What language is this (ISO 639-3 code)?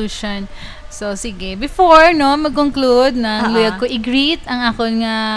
hil